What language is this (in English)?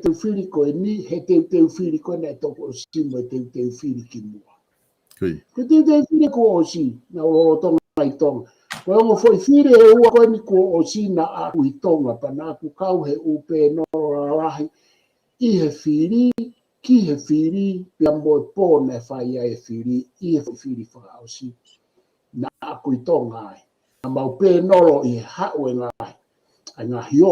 Tongan